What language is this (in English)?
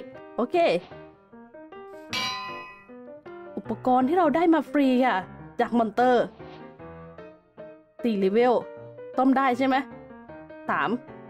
Thai